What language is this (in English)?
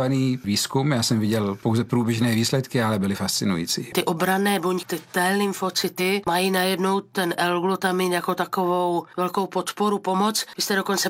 Czech